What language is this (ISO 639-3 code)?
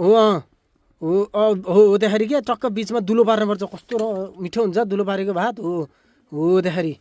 nep